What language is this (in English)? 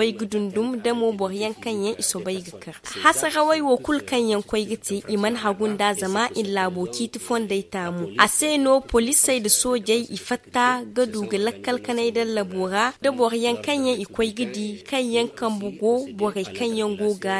Zarma